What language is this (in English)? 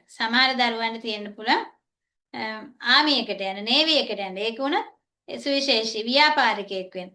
Sinhala